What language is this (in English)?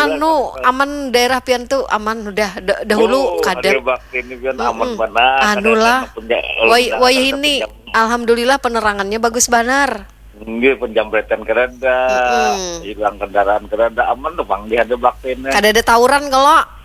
Banjar